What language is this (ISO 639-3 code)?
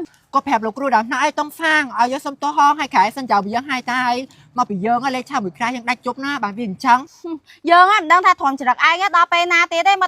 khm